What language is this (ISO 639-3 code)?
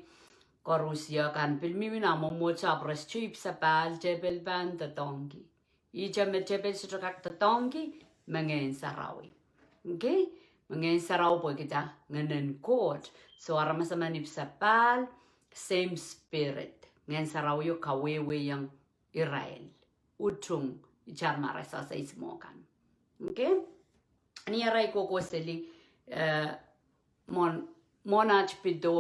pon